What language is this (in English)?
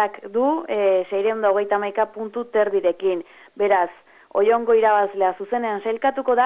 Basque